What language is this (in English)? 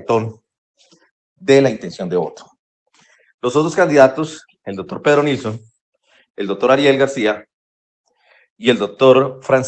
Spanish